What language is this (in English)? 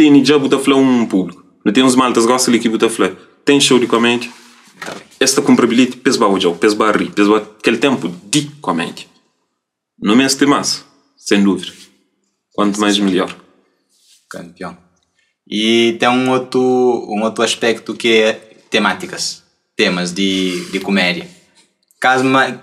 Kabuverdianu